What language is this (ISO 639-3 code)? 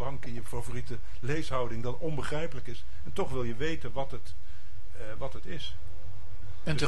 nld